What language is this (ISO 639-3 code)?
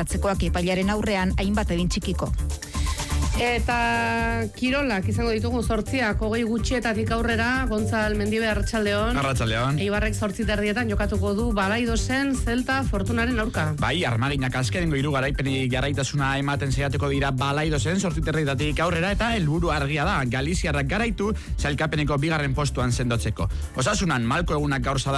eus